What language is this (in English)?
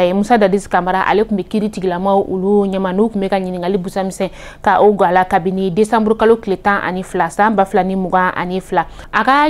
Bambara